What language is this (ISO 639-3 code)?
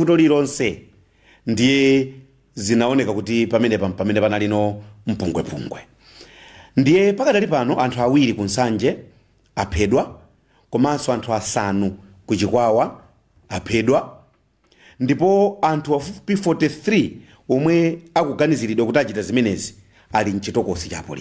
nya